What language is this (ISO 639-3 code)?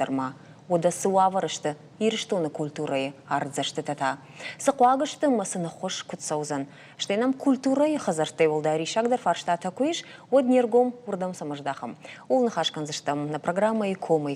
oss